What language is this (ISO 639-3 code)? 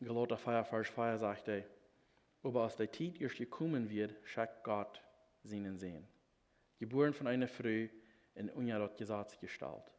pdt